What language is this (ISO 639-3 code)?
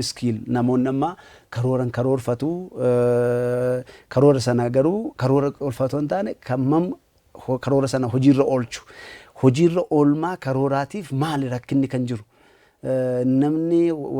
orm